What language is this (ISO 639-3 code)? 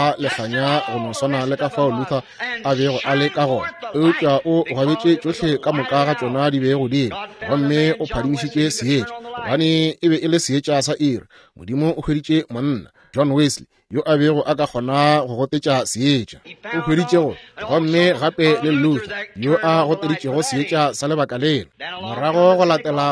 nso